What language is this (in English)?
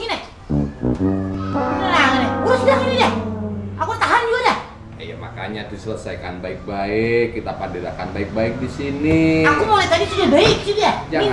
Banjar